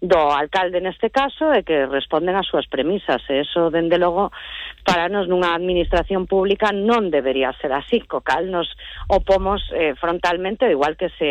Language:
Galician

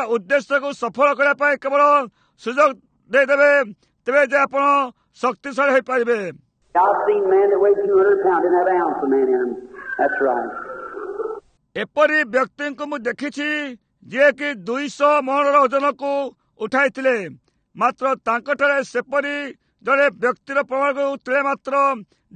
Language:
Odia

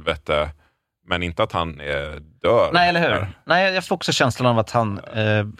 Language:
Swedish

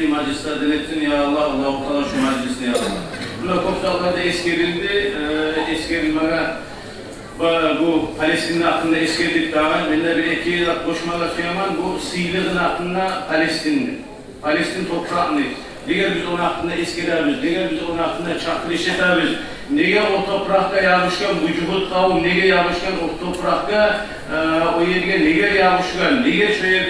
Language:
Kumyk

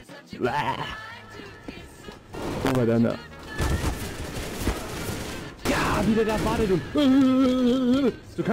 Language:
German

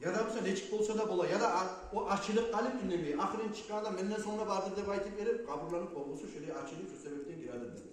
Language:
Kumyk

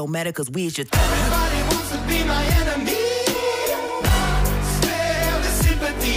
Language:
English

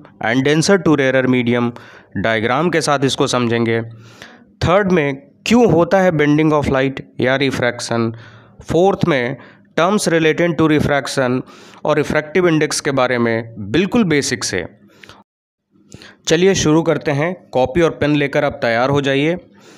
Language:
Hindi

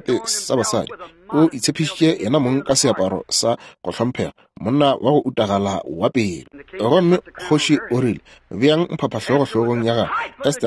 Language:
Northern Sotho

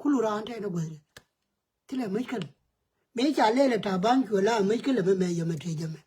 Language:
Nuer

